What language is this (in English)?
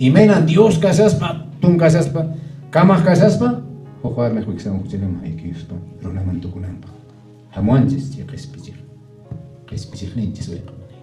Quechua